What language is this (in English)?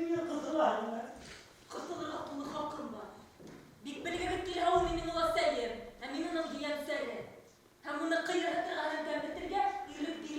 Bashkir